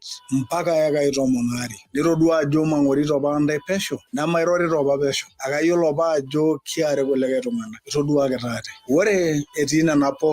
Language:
Masai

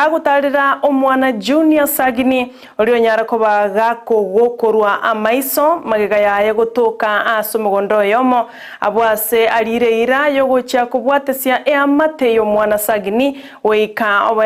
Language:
Gusii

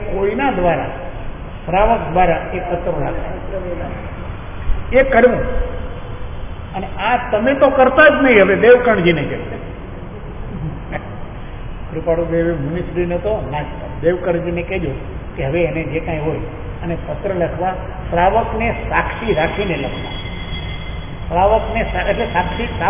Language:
Gujarati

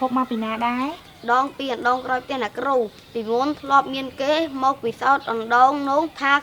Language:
Khmer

